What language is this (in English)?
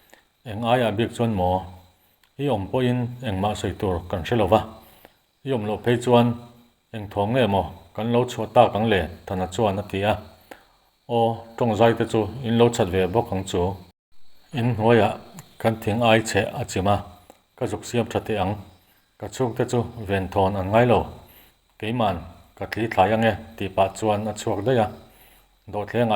Mizo